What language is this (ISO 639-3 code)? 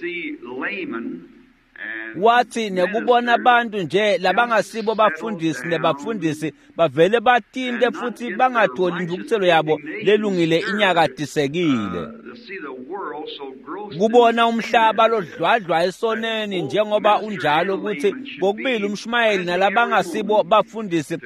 ssw